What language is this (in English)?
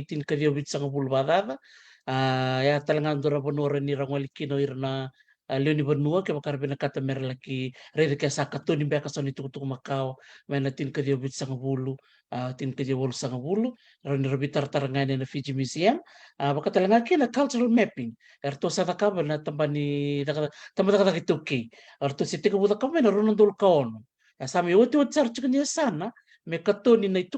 Fijian